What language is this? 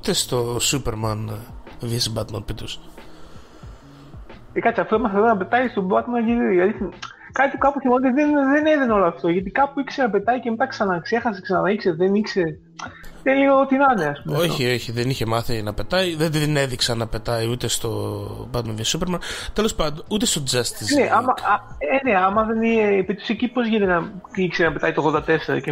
Greek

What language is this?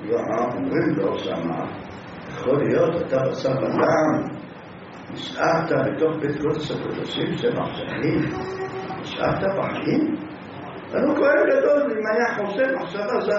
Hebrew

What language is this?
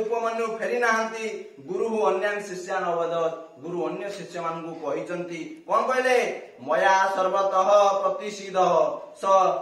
Odia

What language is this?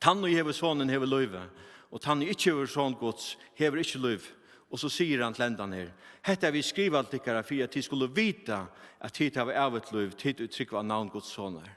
Faroese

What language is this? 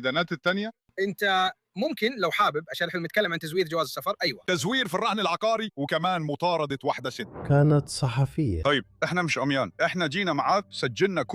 Egyptian Arabic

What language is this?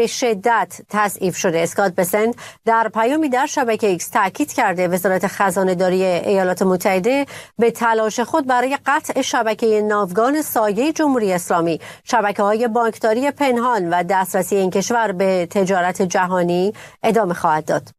Persian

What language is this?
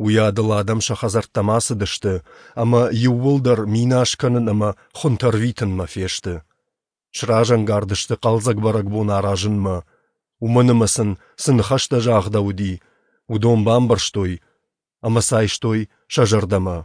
Ossetic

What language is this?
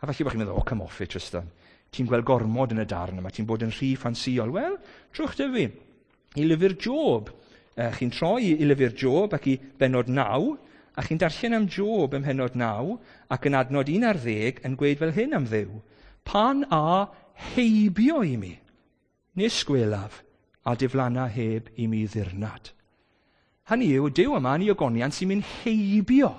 Welsh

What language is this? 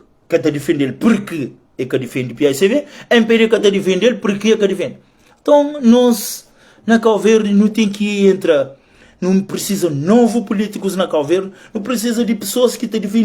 Kabuverdianu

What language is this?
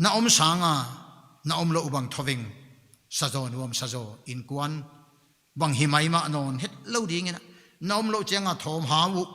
Paite Chin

